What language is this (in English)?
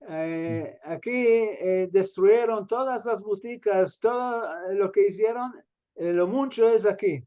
Ladino